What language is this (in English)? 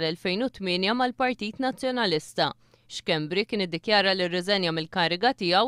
Maltese